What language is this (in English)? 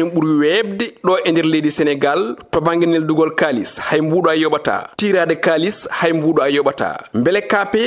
Fula